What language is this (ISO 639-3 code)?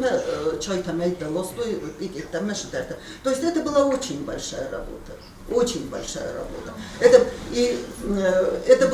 oss